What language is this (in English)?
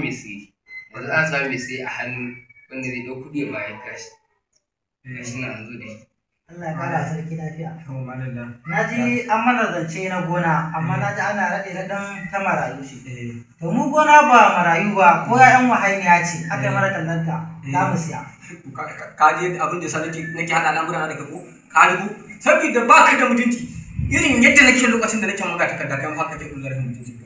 Hausa